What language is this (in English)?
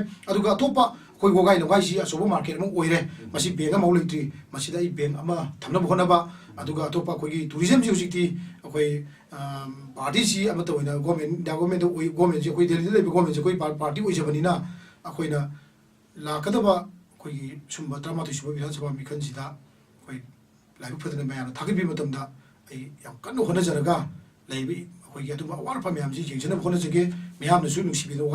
Manipuri